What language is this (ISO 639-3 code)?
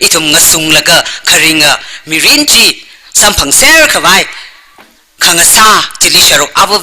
nmf